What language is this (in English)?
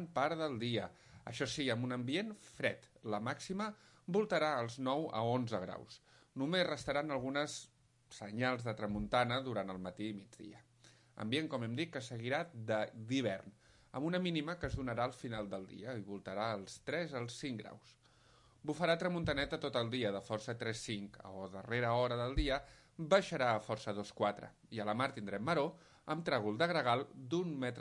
Catalan